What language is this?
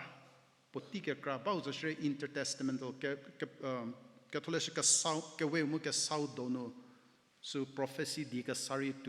Angami Naga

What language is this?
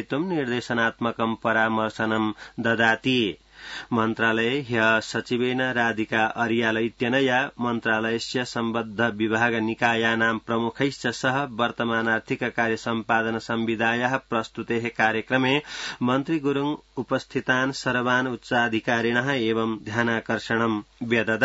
Sanskrit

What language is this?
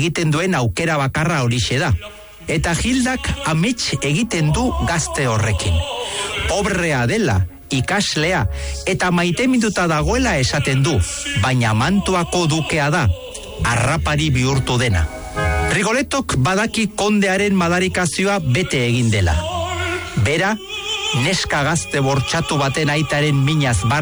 Basque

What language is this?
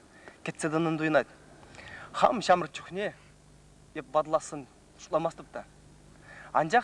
Chuvash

